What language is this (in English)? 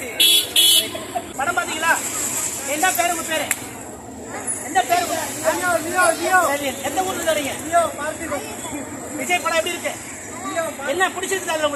Tamil